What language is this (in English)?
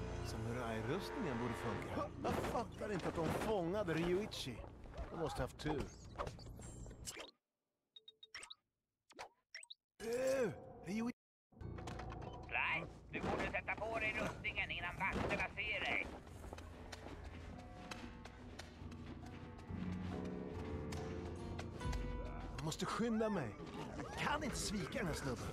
Swedish